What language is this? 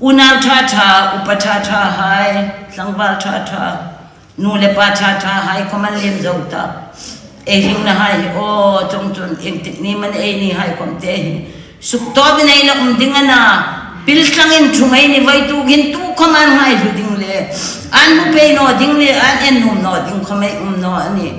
Hmar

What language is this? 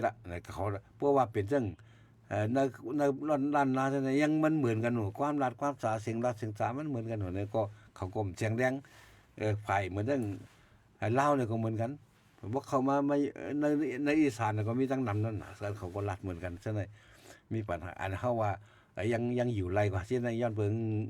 Shan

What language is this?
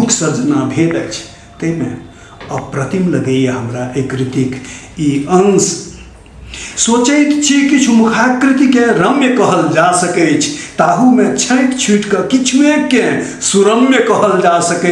Maithili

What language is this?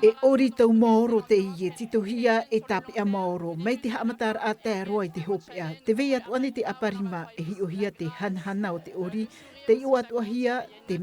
Tahitian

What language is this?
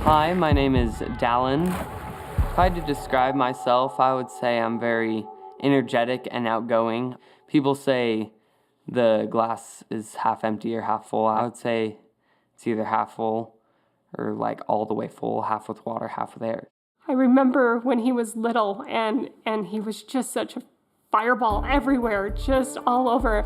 Tahitian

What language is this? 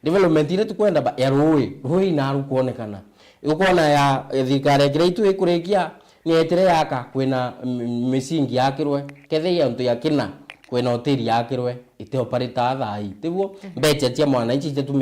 Meru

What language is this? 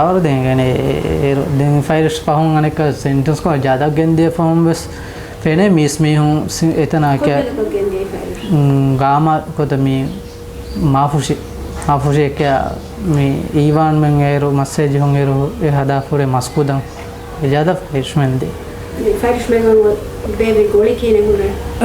Divehi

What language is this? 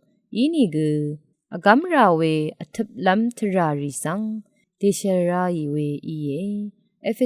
Rawang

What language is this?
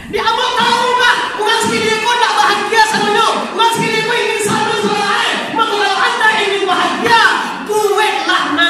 Minangkabau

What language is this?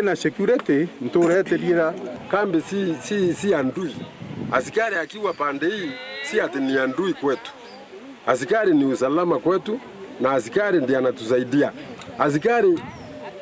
Meru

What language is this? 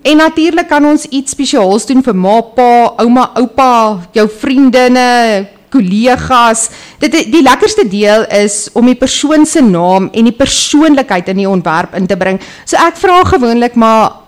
Afrikaans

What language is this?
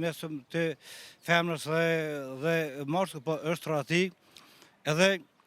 Albanian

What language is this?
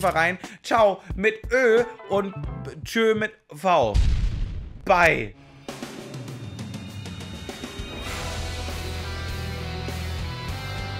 German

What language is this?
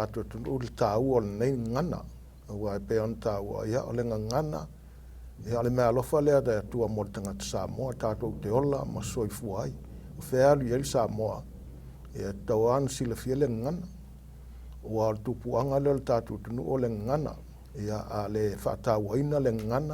Samoan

